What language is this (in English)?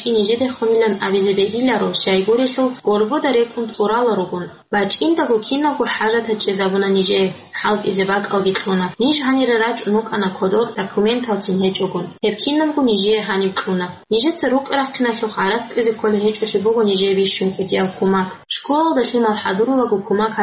Avaric